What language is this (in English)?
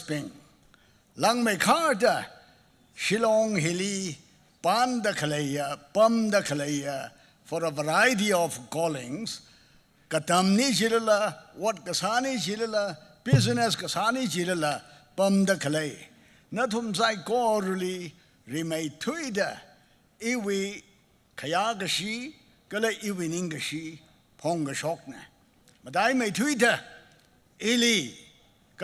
Tangkhul Naga (India)